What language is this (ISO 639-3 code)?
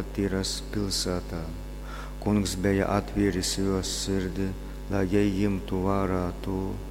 ltg